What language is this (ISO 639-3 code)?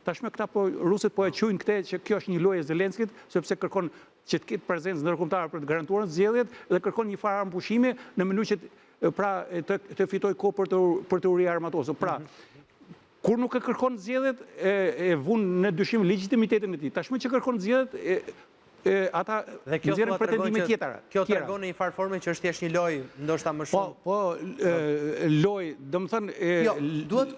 sqi